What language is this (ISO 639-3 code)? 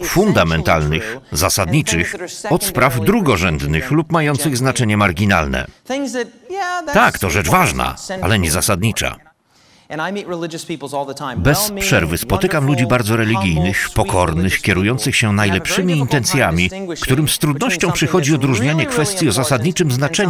pol